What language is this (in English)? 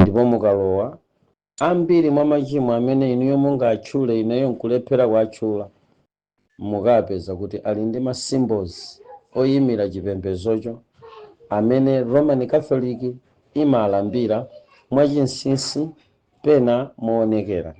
Nyanja